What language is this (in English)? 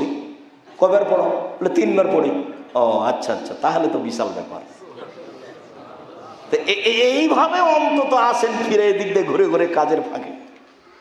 Bangla